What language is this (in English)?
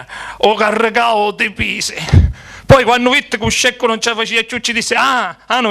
Sicilian